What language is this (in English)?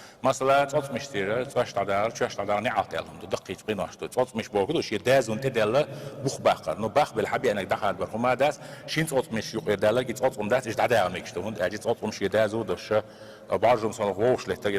Chechen